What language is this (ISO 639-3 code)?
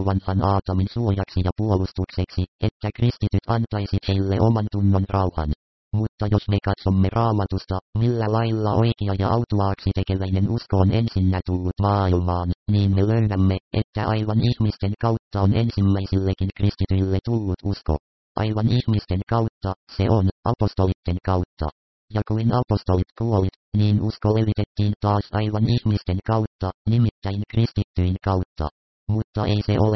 fin